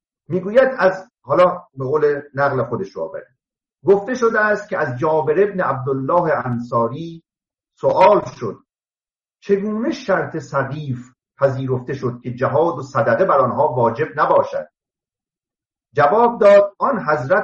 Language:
Persian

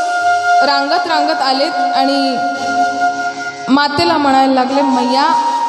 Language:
Marathi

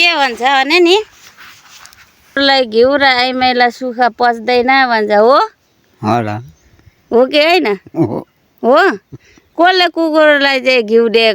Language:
Nepali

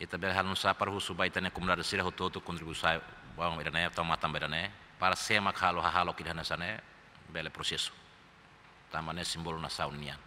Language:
Tetum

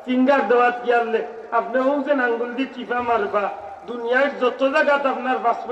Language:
Sylheti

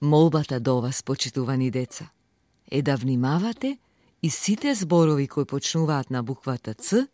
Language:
Macedonian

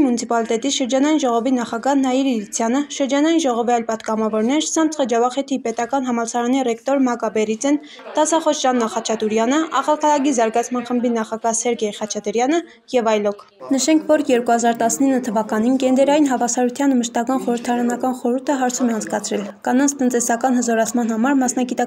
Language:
Armenian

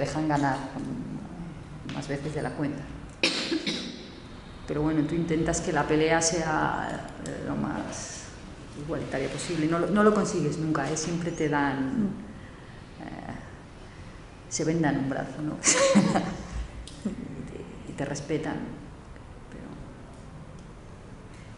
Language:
Spanish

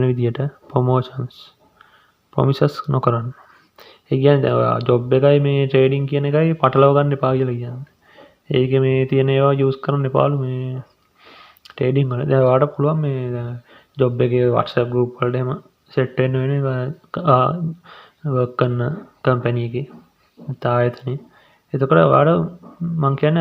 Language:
Sinhala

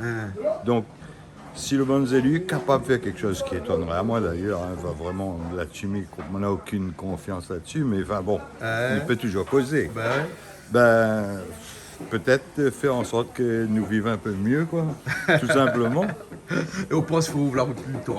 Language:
Réunion Creole French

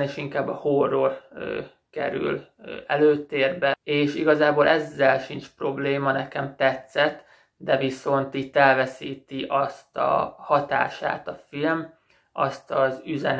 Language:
Hungarian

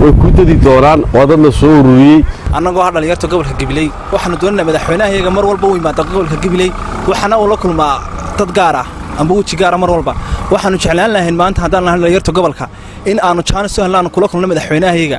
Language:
Somali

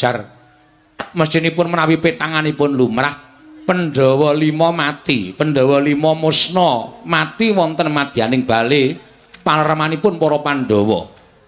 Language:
Javanese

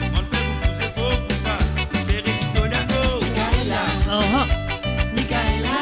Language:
Morisyen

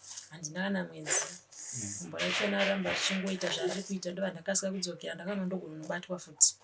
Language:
Shona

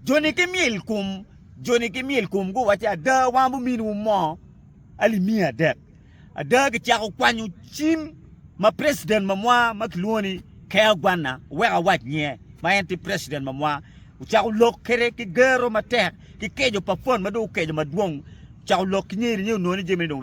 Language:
Acoli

